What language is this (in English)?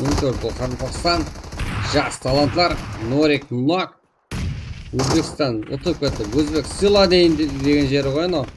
Kara-Kalpak